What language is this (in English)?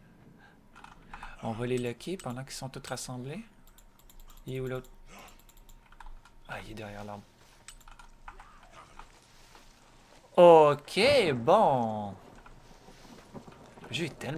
French